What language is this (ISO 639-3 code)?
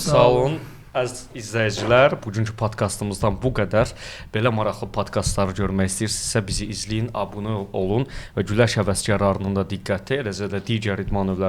aze